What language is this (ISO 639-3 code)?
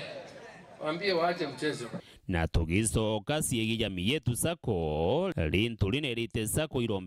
mer